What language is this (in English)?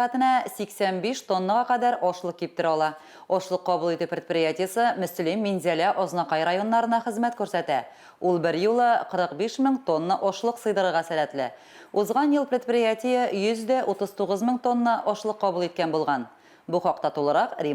Tatar